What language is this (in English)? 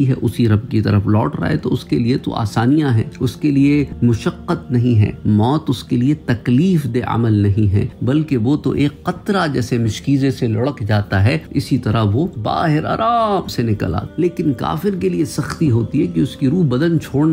Urdu